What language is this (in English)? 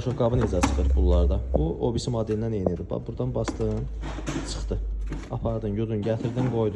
Azerbaijani